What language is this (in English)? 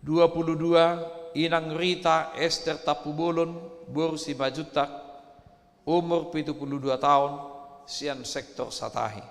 Batak Toba